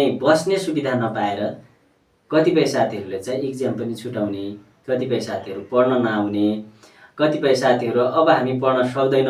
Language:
Nepali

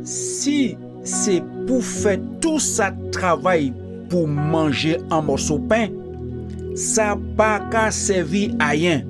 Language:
Guadeloupean Creole French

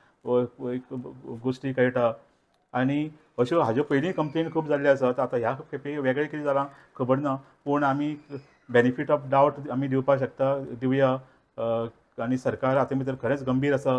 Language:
Konkani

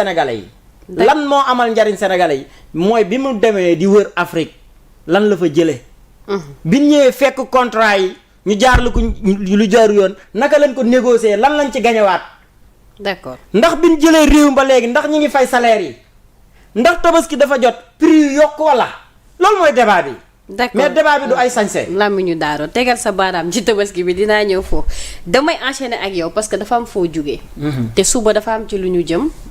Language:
Wolof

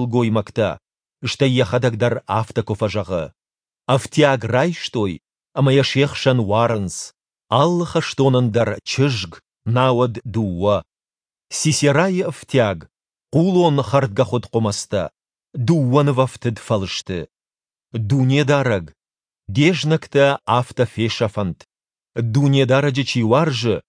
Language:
Ossetic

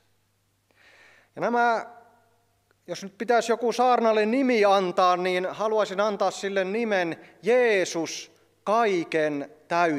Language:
Finnish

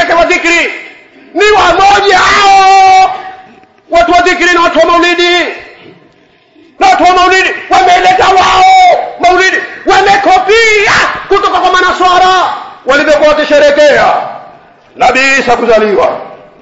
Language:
Swahili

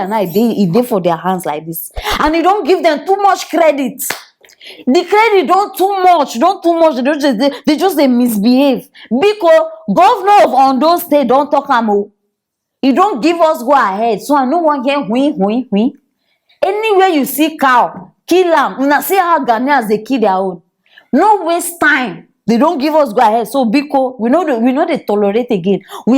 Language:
Nigerian Pidgin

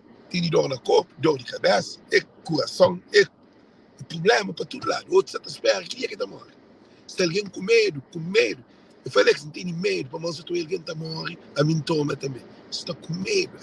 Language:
Kabuverdianu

